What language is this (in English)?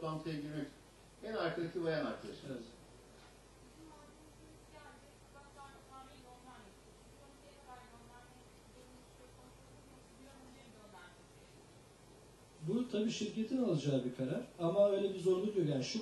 Turkish